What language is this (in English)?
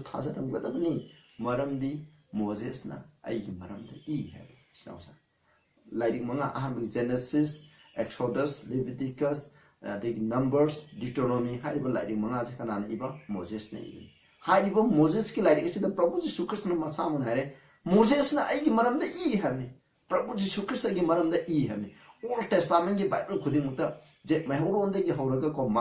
Manipuri